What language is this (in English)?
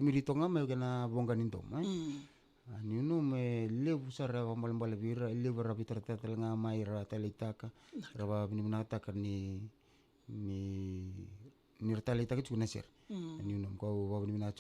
Fijian